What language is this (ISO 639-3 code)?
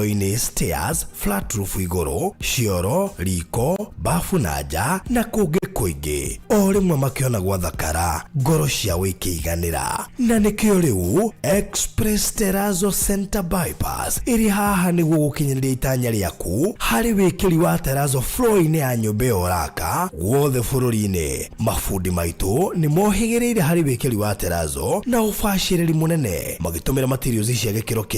kik